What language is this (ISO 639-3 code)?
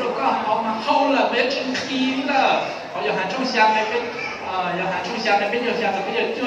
hmn